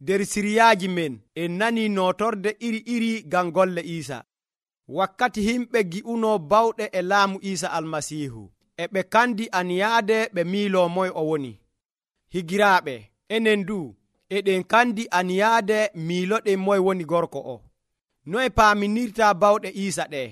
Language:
Nigerian Fulfulde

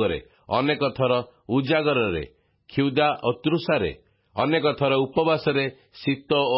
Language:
Odia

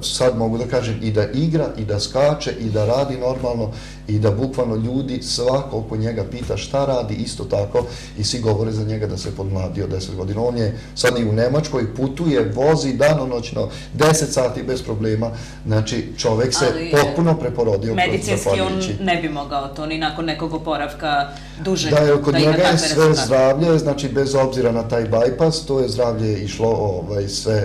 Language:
Serbian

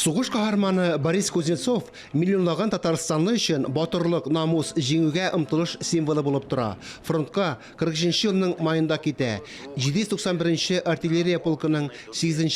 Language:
Tatar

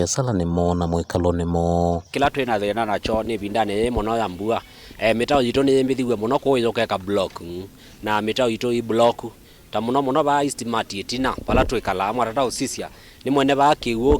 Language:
Kamba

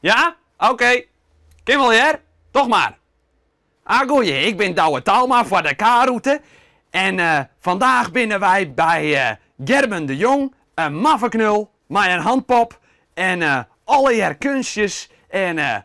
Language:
Western Frisian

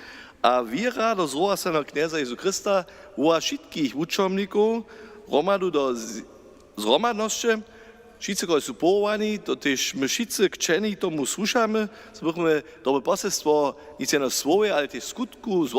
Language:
Upper Sorbian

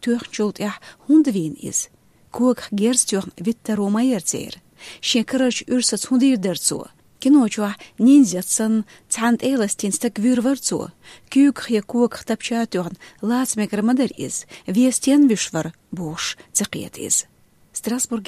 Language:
Chechen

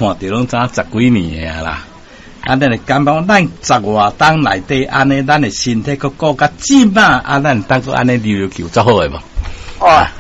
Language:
Min Nan Chinese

